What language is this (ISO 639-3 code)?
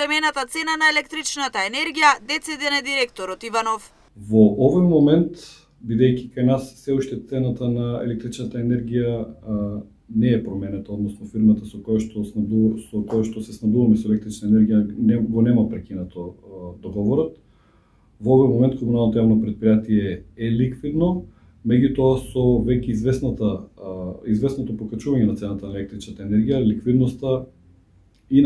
mkd